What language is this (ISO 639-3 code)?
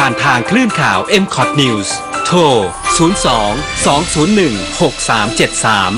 tha